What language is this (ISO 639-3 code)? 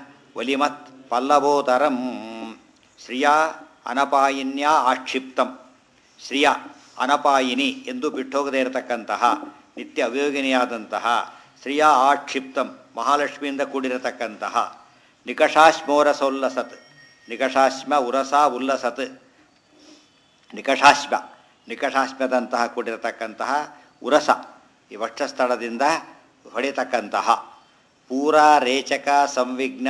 kan